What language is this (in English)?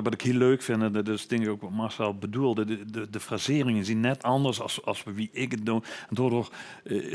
Limburgish